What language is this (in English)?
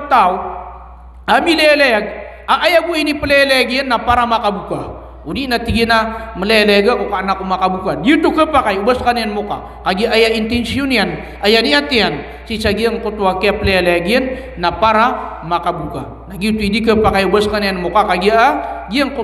Maranao